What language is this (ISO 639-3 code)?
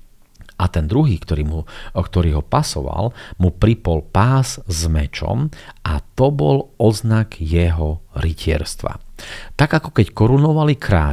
slk